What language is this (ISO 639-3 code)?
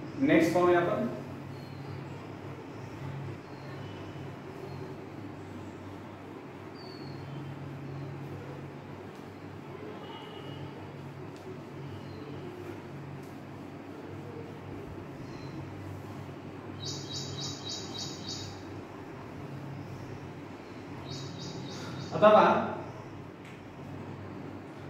mar